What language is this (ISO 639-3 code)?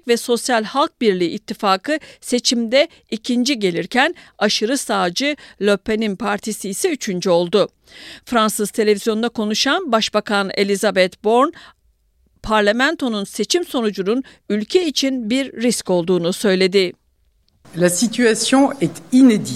tur